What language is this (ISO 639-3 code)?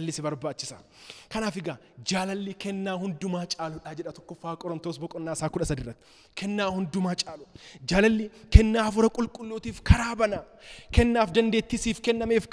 orm